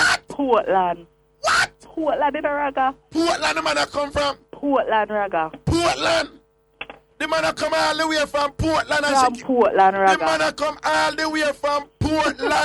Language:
Jamaican Creole English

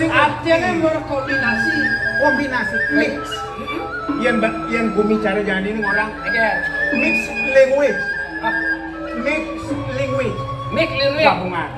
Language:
Balinese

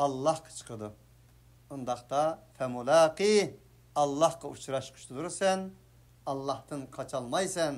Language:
Uyghur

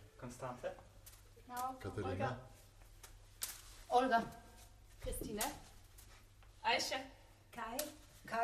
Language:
German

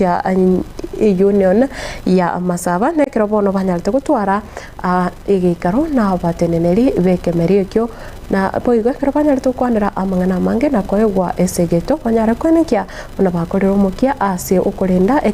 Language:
Gusii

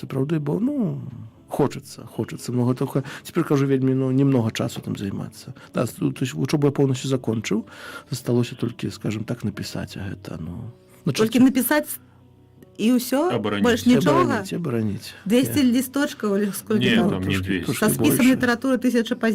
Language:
Belarusian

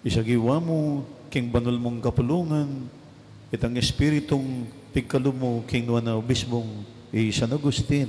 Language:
Pampanga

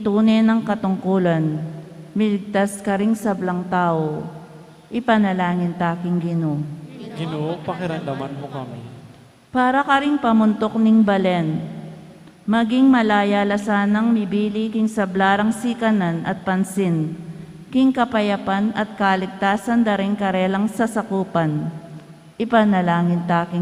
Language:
Pampanga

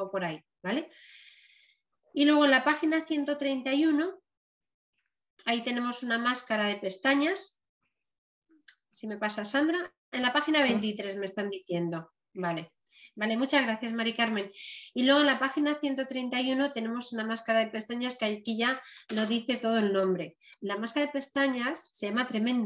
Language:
Spanish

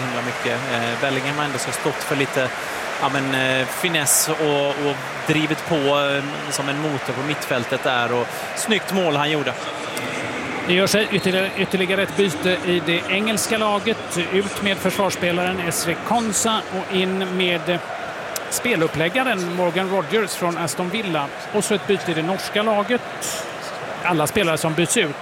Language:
Swedish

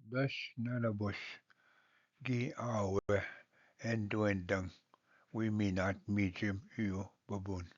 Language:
Ojibwa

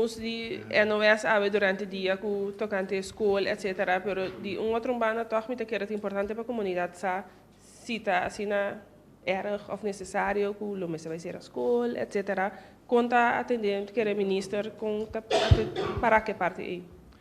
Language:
Papiamento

